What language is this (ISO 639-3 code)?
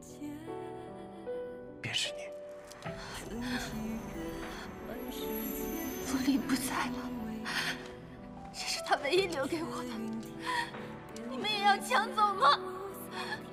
zho